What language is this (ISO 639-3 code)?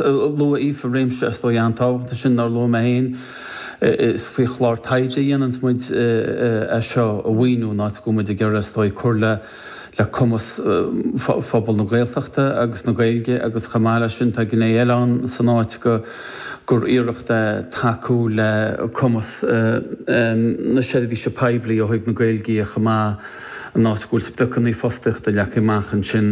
gle